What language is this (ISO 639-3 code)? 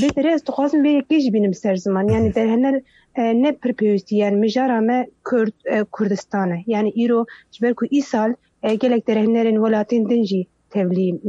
kur